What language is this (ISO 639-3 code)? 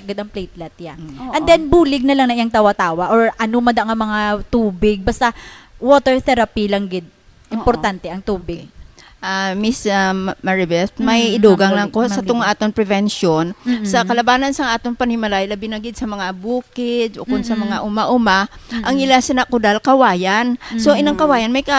hil